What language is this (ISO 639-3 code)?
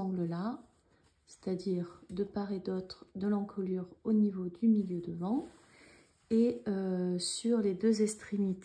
fra